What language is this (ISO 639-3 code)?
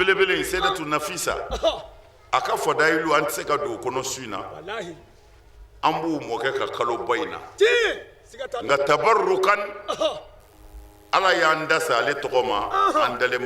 bam